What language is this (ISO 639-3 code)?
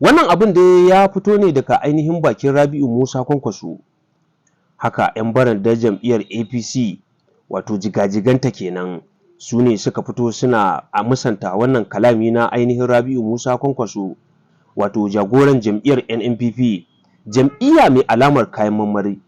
hau